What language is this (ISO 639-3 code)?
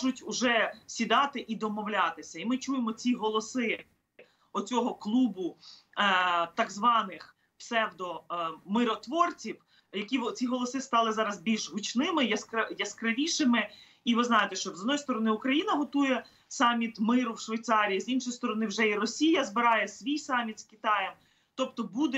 ukr